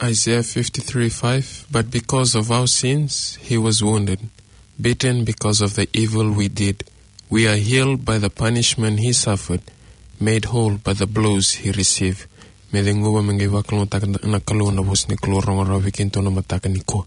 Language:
Fijian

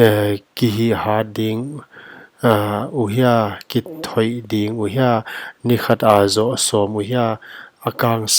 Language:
Paite Chin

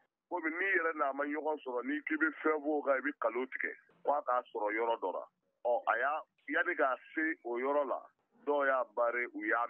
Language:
Bambara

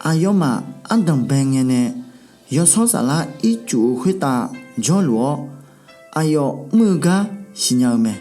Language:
Akha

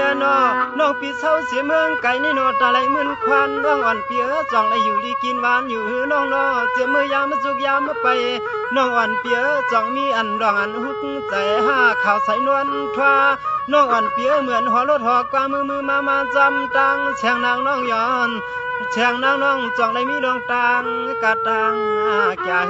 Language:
Shan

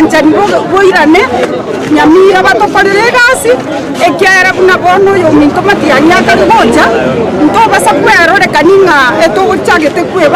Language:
Gusii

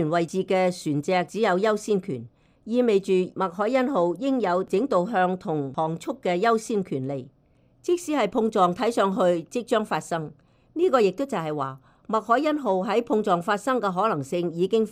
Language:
Cantonese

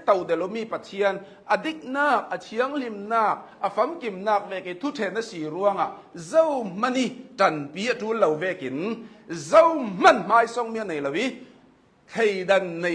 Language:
Hakha Chin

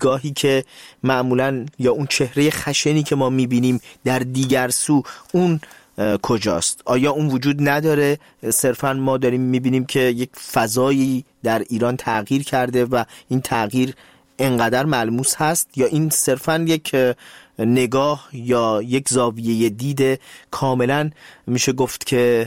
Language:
Persian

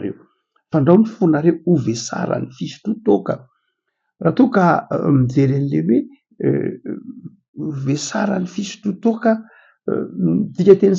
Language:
Malagasy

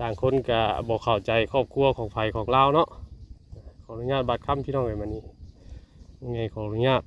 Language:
Northeastern Thai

